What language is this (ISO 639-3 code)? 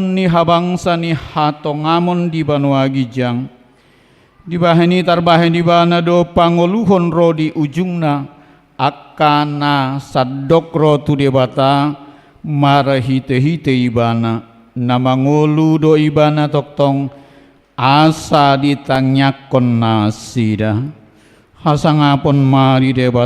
bbc